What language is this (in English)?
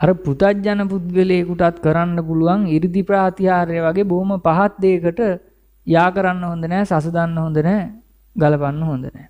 Sinhala